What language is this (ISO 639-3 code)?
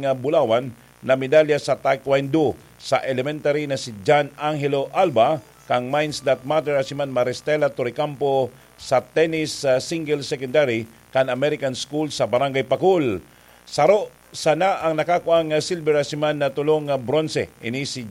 bik